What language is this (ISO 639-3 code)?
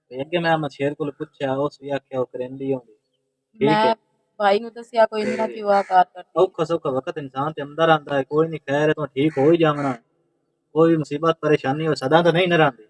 lah